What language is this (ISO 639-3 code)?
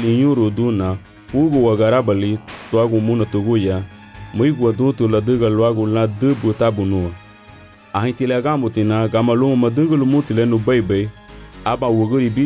cab